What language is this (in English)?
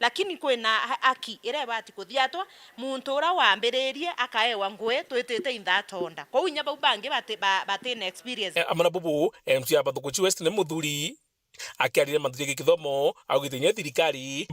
Meru